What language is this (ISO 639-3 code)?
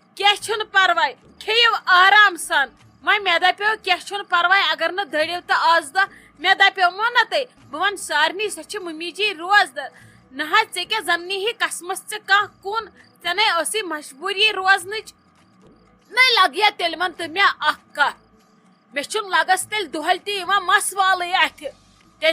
kas